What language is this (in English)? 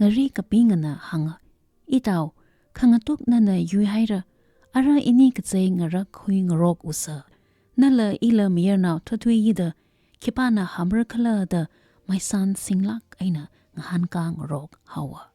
Tangkhul Naga (India)